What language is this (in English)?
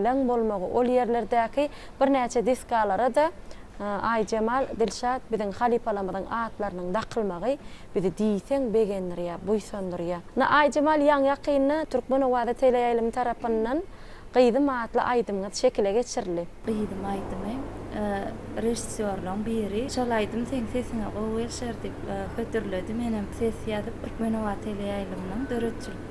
Turkmen